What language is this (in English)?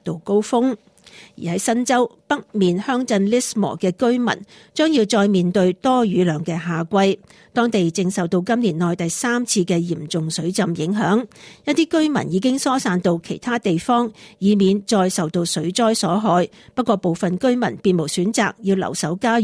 Cantonese